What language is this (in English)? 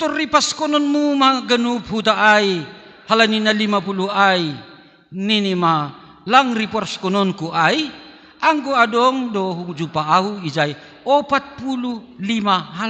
Batak Simalungun